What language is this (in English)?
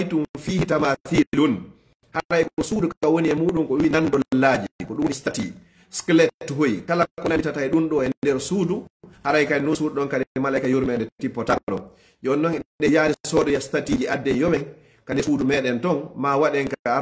Pular